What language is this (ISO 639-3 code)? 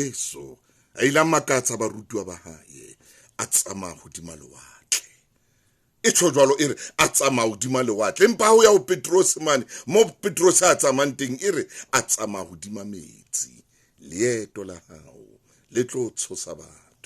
sot